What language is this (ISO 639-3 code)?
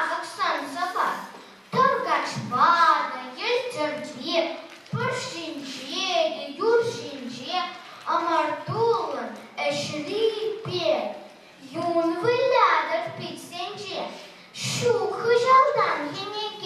chv